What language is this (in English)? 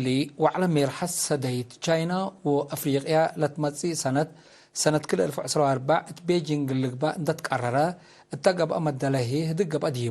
Tigre